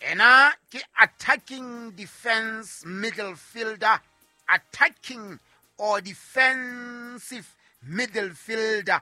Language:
Southern Sotho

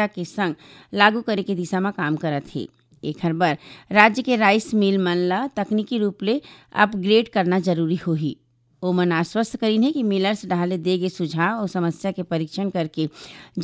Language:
Chhattisgarhi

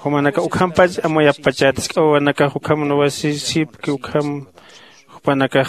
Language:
Aymara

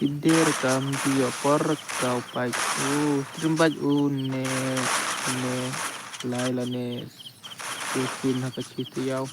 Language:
Khasi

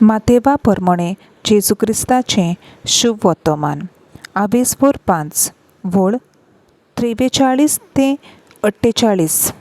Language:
Konkani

